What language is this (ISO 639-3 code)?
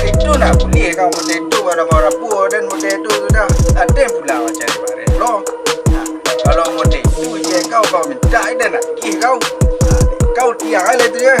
min